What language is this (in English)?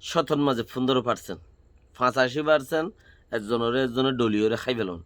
Rohingya